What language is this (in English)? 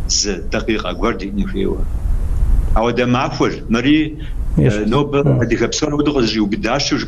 Kabardian